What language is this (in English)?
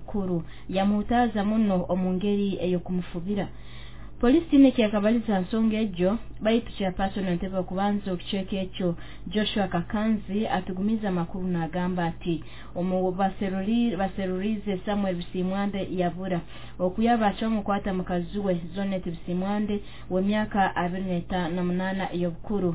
Nyoro